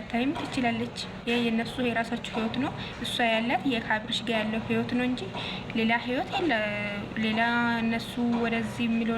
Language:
Amharic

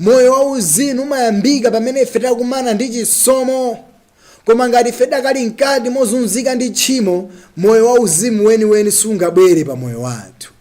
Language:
Nyanja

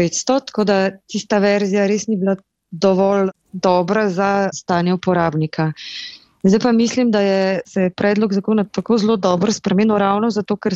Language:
Slovenian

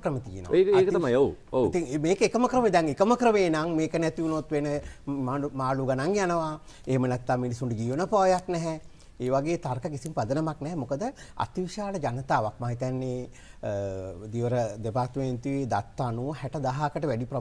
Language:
Sinhala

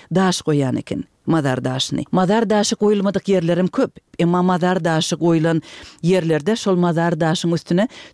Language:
Turkmen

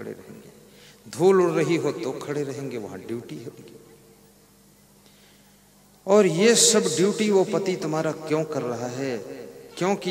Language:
Hindi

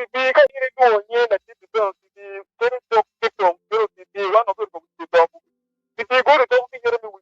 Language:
Acoli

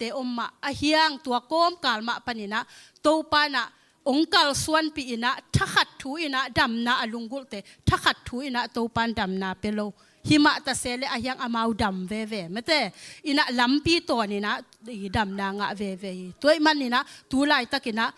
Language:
Tedim Chin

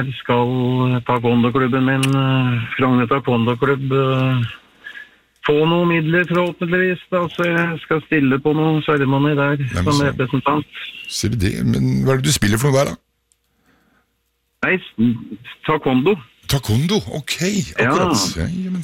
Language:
Norwegian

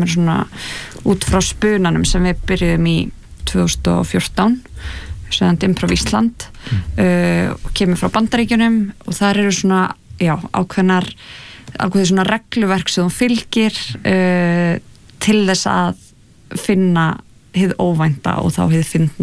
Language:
Icelandic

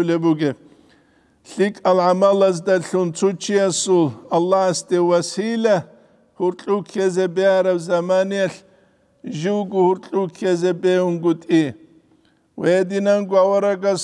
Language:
Avaric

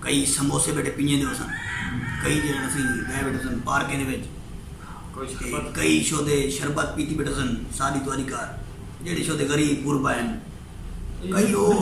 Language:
Saraiki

